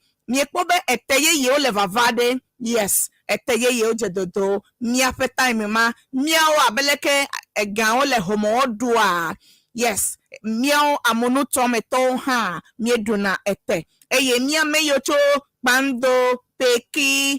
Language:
Ewe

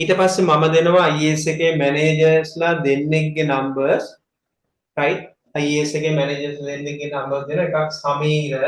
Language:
Sinhala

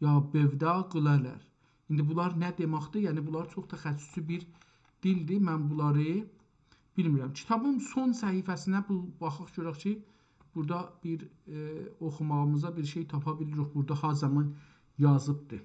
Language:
South Azerbaijani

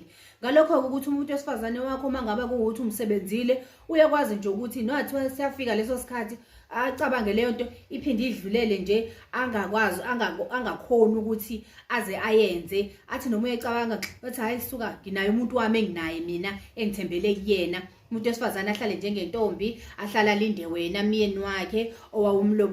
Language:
Zulu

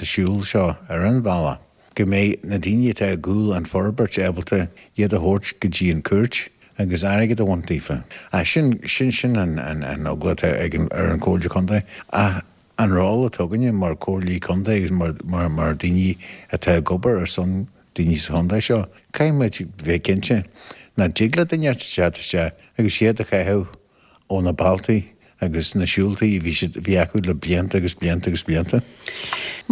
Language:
Irish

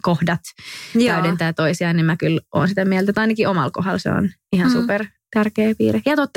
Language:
Finnish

